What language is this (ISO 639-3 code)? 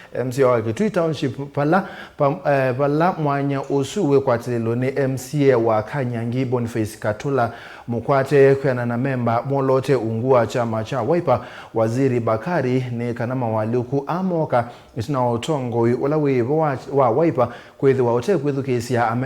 kam